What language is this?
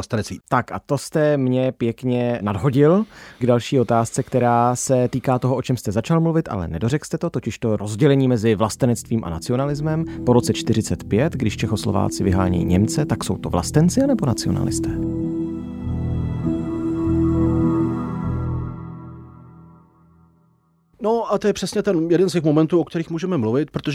Czech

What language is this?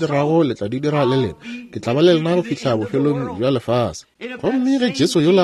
Northern Sotho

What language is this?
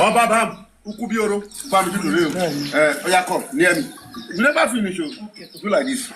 Nigerian Pidgin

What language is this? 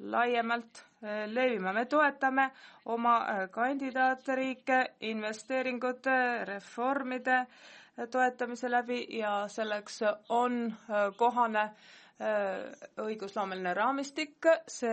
Estonian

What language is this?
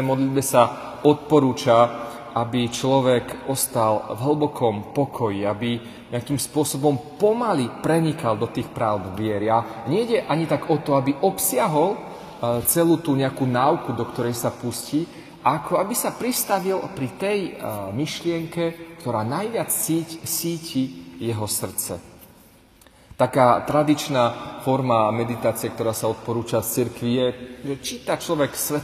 Slovak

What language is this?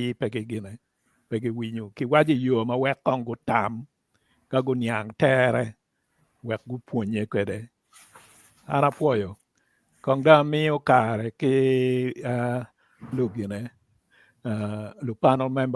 Acoli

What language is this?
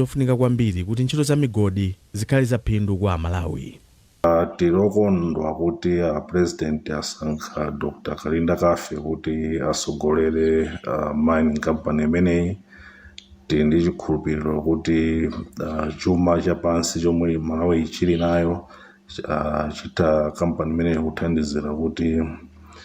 Nyanja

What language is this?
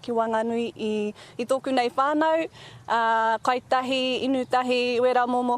Māori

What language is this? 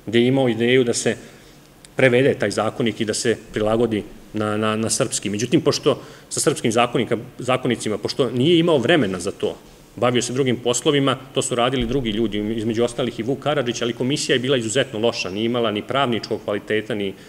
Serbian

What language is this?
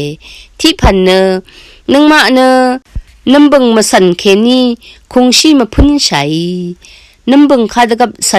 Rawang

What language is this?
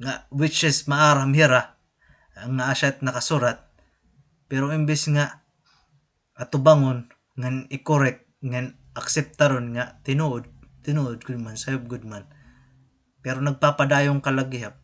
Waray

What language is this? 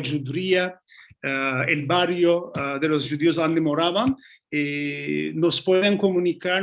Ladino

